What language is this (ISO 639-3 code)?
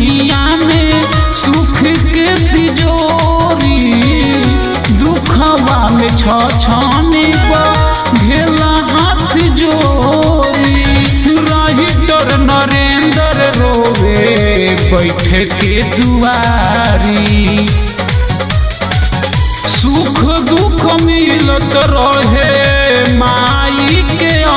bho